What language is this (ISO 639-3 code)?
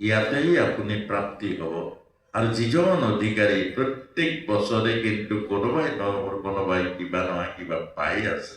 asm